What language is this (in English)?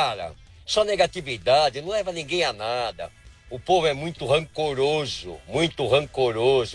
Portuguese